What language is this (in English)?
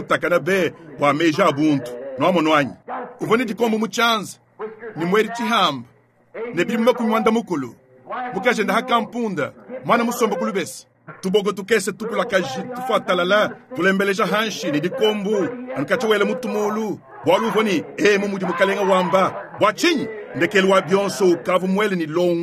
Luba-Lulua